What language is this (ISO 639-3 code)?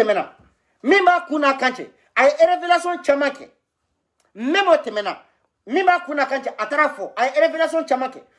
bam